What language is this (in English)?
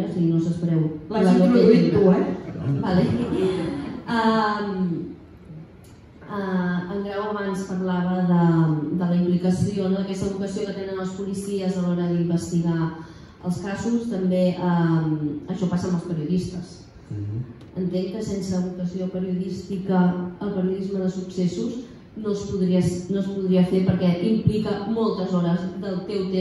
Catalan